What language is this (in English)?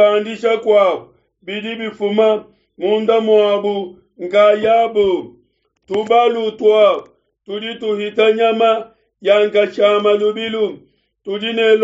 Luba-Lulua